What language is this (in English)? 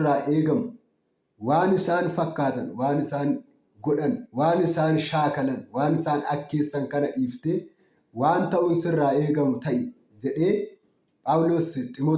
Oromo